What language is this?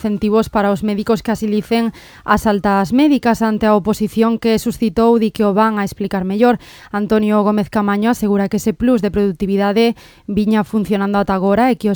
Galician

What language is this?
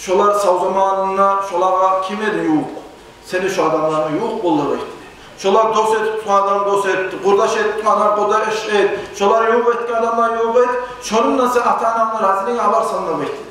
Kumyk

